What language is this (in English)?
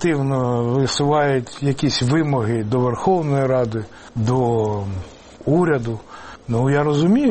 Ukrainian